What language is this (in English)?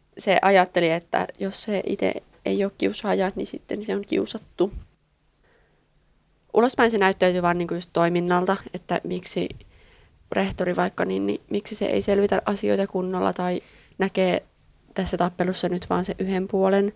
Finnish